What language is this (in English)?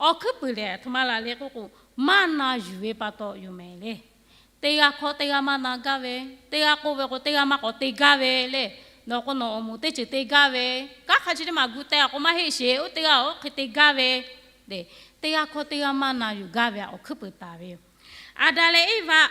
Lahu